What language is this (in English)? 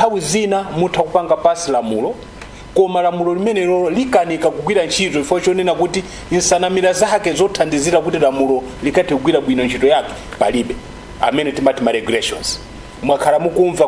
Nyanja